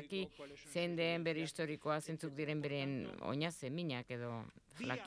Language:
Basque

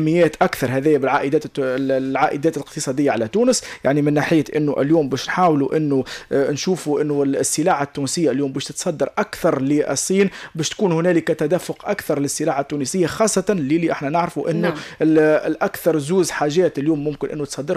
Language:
Tunisian Arabic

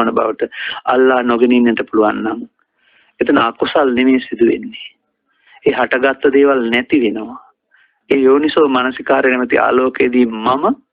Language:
Sinhala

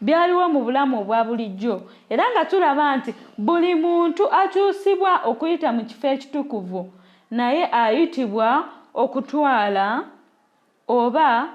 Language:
Ganda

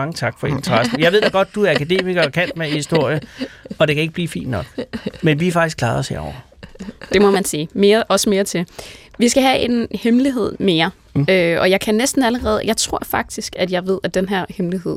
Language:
Danish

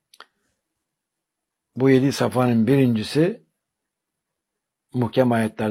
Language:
Turkish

